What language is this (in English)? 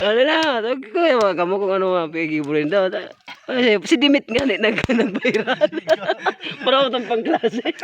Bikol